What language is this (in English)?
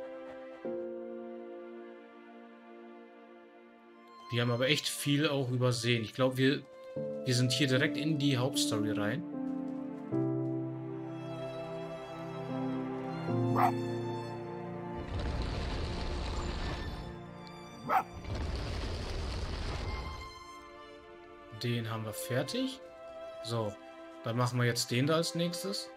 German